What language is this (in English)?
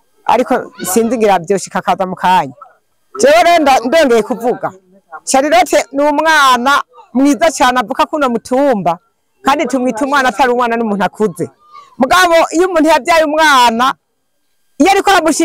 Rundi